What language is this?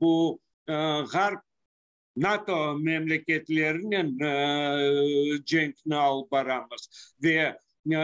Crimean Tatar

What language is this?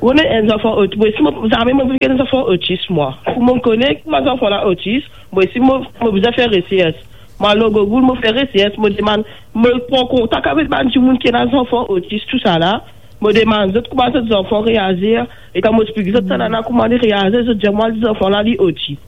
Morisyen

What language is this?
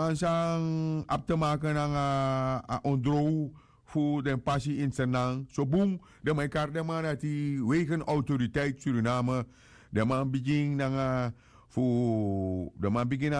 Sranan Tongo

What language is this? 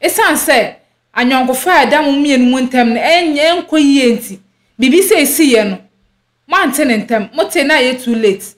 Akan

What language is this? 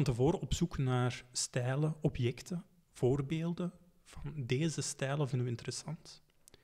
Dutch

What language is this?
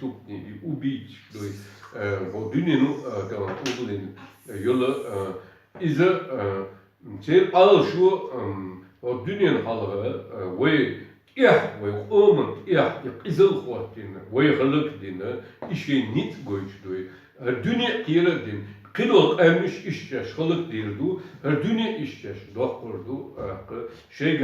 Chechen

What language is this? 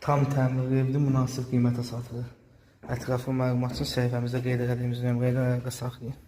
Azerbaijani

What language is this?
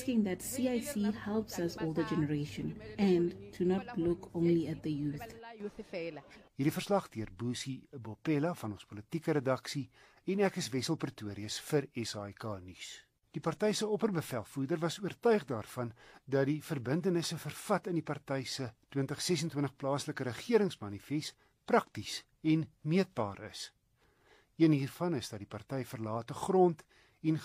Afrikaans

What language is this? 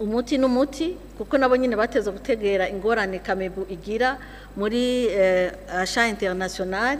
Rundi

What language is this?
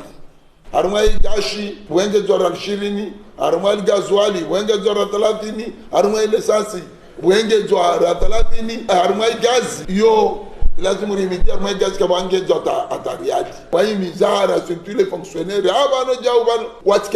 Ngazidja Comorian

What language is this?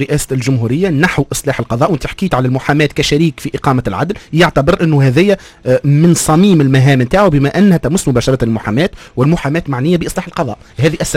Tunisian Arabic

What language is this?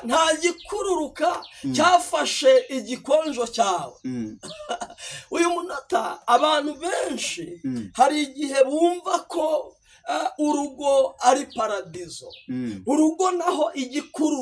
Kinyarwanda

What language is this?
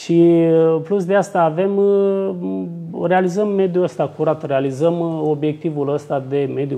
Romanian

